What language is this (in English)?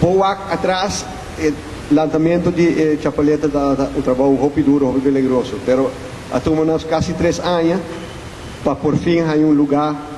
Papiamento